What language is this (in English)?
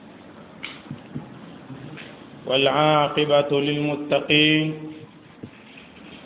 Swahili